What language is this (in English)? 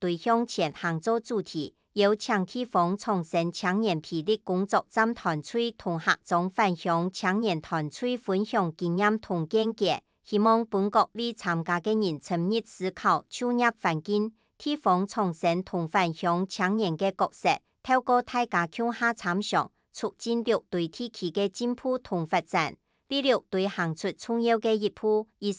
Hakka Chinese